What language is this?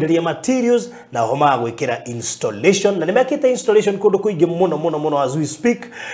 Kikuyu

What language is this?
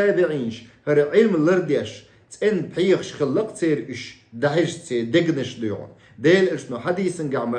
Chechen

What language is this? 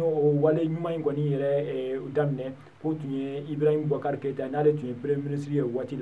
Bambara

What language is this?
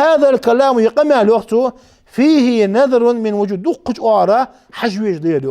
Ingush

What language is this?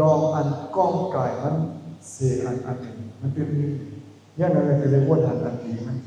Shan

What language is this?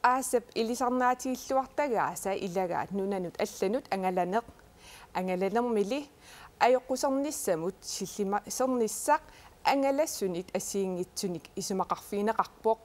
Kalaallisut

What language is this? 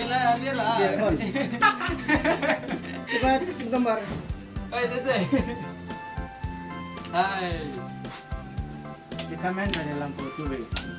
Malay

